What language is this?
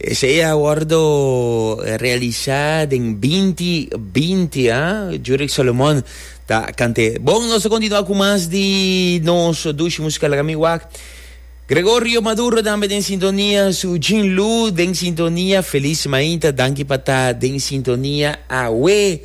Papiamento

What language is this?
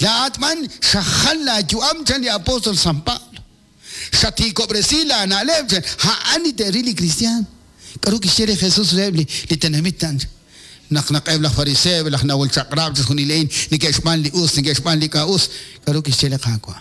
Kekchí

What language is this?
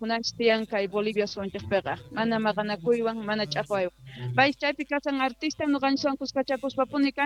Quechua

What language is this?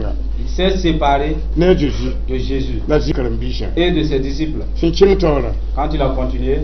Mossi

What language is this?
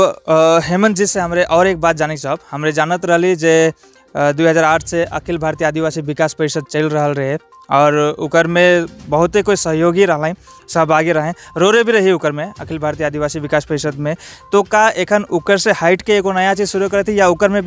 Sadri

